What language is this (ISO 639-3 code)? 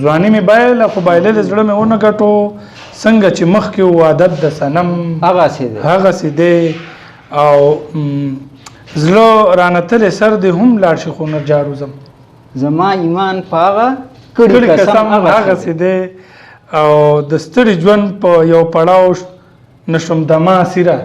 pus